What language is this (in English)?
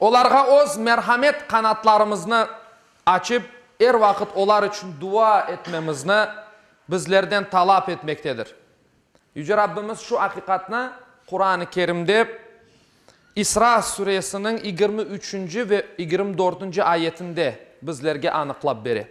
Crimean Tatar